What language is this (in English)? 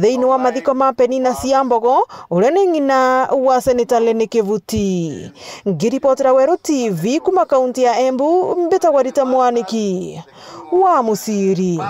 Meru